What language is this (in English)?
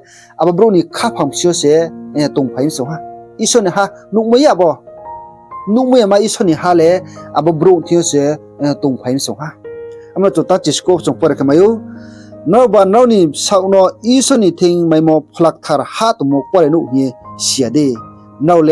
Riang (India)